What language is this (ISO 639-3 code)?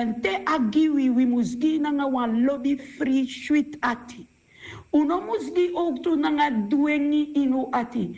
srn